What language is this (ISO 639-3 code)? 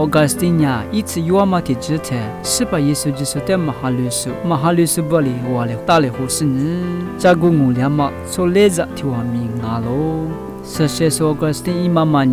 lis